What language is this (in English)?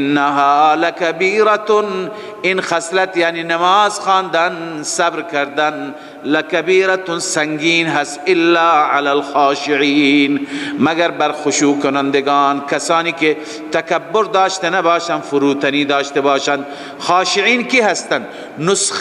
Persian